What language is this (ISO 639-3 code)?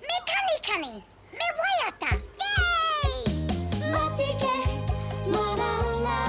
mri